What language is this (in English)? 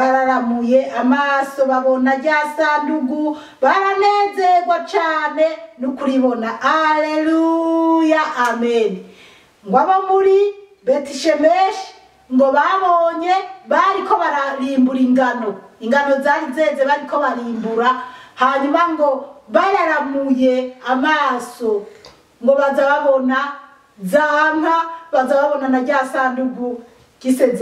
Rundi